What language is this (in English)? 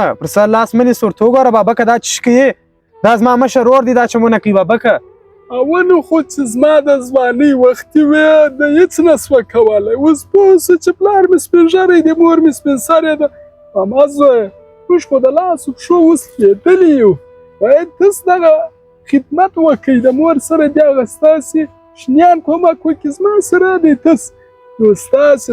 Pashto